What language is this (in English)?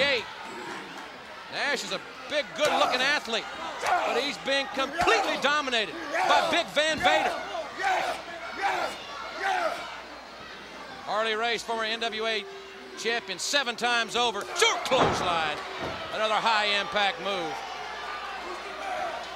English